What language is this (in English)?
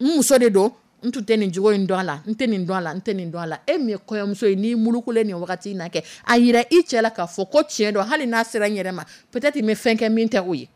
Dyula